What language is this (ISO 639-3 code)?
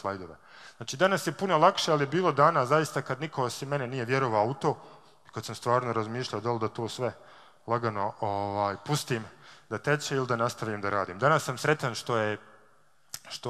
bos